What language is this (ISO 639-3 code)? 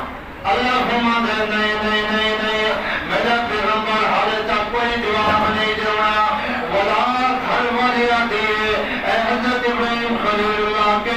skr